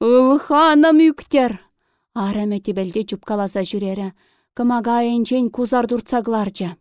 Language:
Chuvash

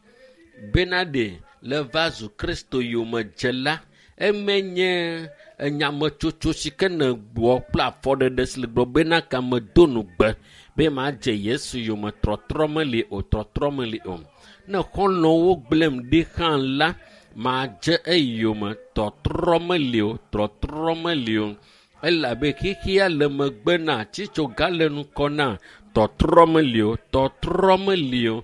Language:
Ewe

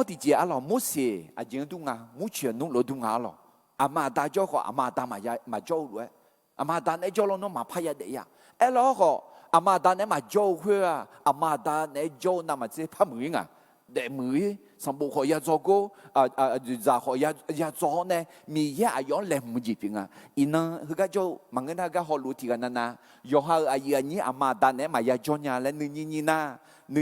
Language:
Akha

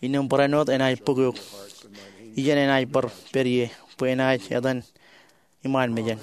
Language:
Marshallese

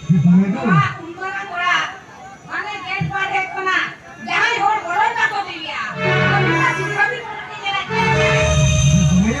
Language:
Santali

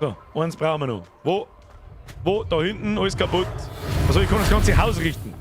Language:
Bavarian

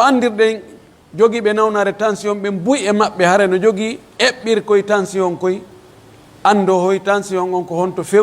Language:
Pular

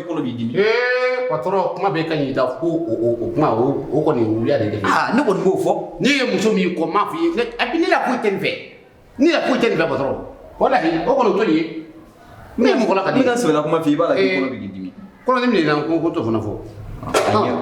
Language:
Bambara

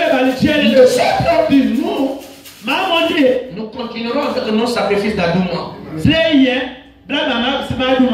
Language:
French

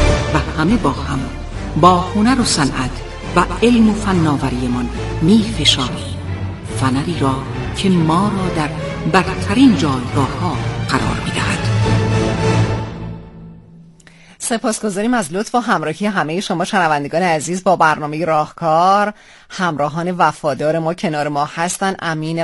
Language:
Persian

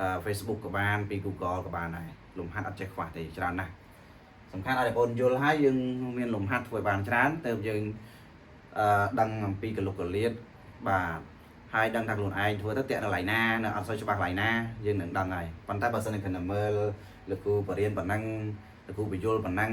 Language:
Khmer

